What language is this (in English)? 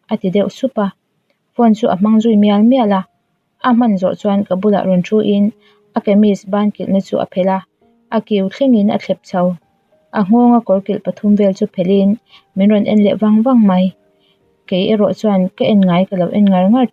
Mizo